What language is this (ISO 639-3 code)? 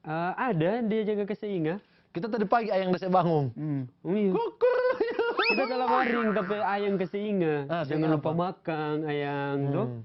xmm